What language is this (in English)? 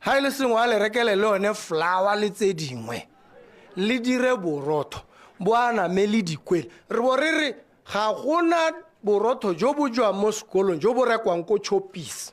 Tswana